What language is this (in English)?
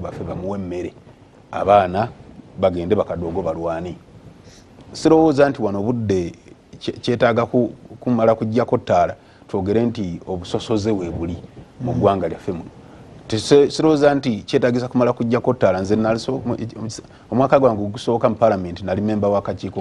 Ganda